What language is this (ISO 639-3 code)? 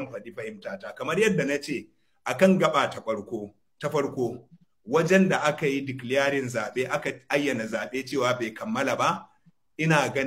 hau